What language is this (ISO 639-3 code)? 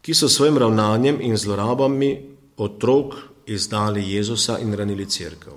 slv